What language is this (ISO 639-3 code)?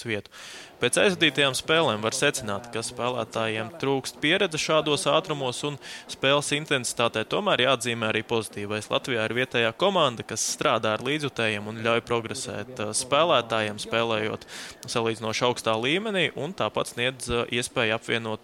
lav